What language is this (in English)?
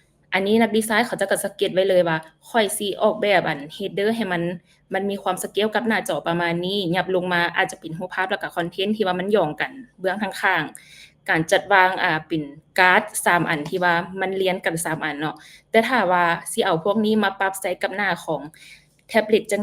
Lao